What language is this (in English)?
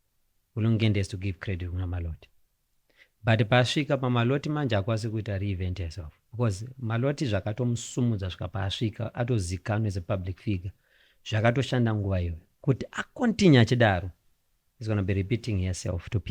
Shona